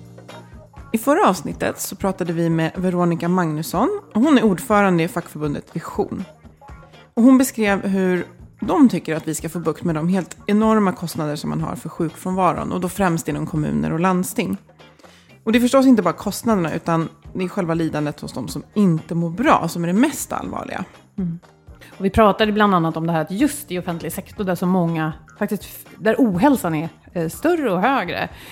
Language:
Swedish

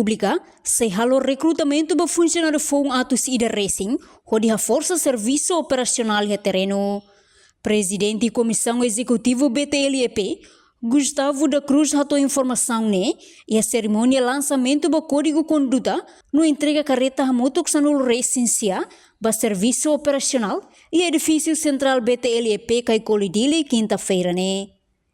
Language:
Tetum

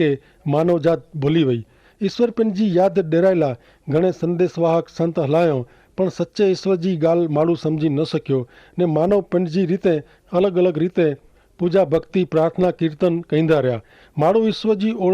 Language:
Kachhi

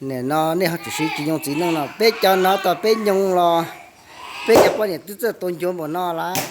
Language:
Hmong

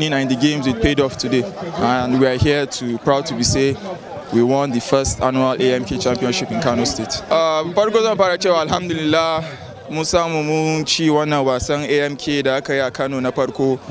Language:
Hausa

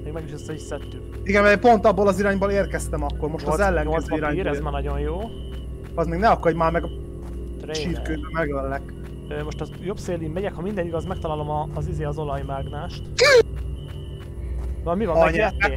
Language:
Hungarian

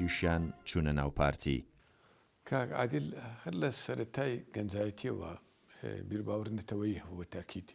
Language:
Central Kurdish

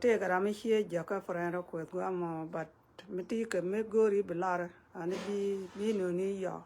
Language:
Nuer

